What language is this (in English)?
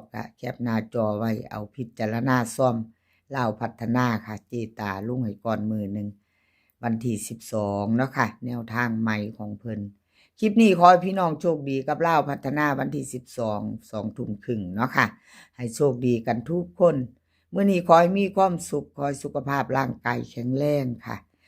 Northeastern Thai